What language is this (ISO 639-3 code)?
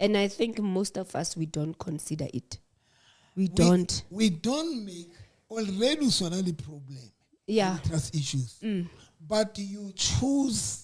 sot